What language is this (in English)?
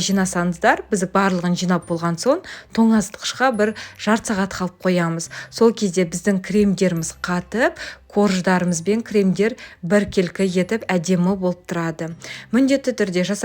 Kazakh